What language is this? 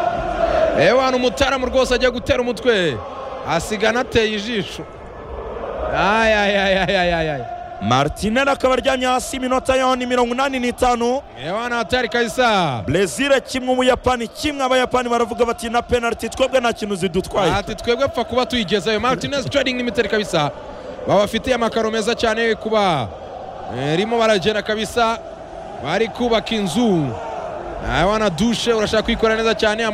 Kinyarwanda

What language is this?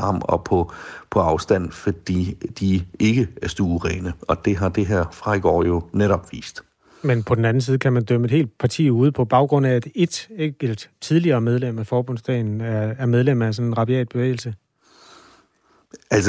Danish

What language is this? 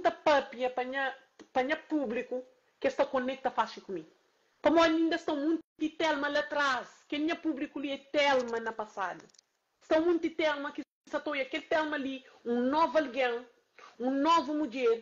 Kabuverdianu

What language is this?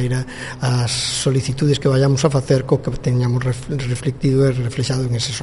Galician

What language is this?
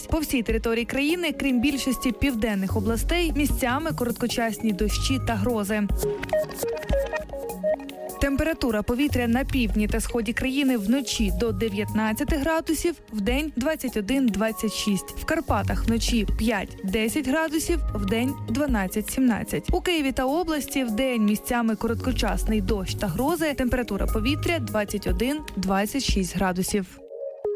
Ukrainian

